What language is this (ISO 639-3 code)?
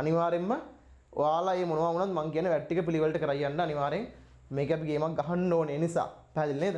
sin